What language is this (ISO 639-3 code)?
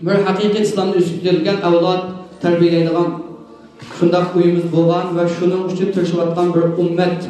uig